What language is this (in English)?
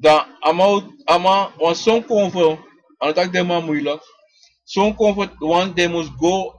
Sranan Tongo